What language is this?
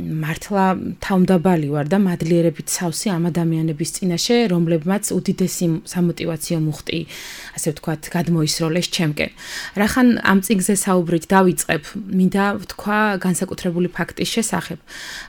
Georgian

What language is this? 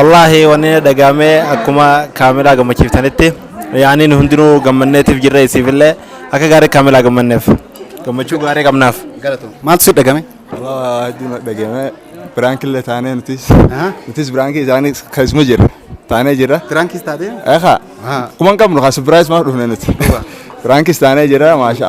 Oromo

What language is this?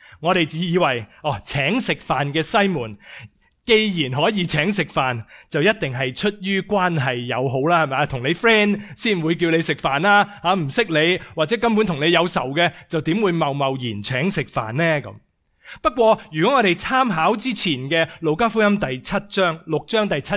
Cantonese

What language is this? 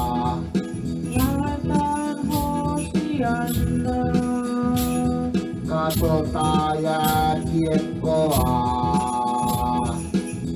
Finnish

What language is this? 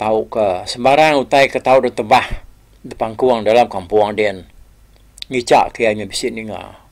Iban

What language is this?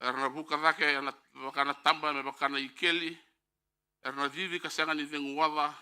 Fijian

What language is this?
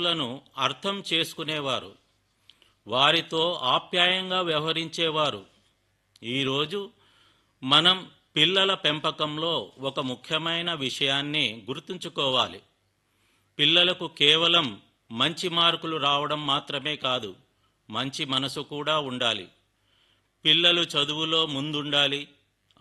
Telugu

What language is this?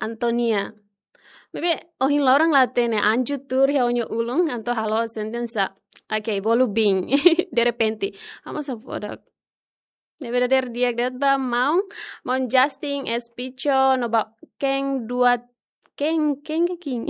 Tetum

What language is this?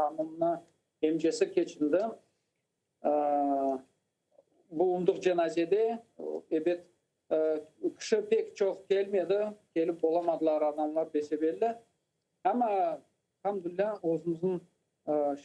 Crimean Tatar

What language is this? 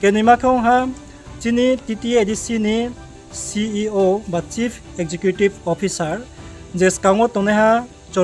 Riang (India)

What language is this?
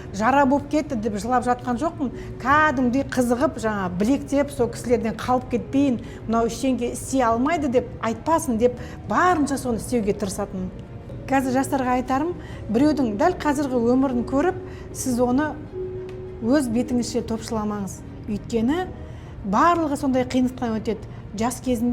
Kazakh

